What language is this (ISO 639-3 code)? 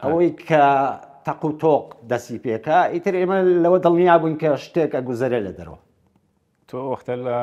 ckb